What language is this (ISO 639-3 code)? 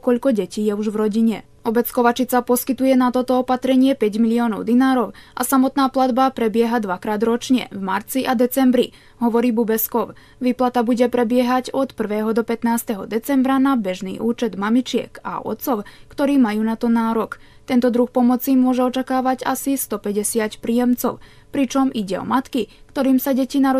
slk